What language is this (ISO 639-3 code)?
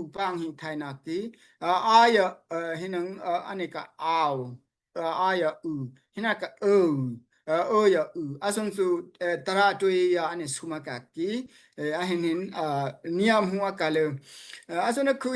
dao